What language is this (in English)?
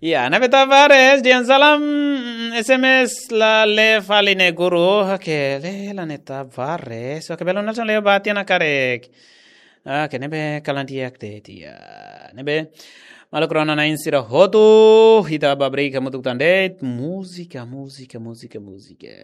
Tetum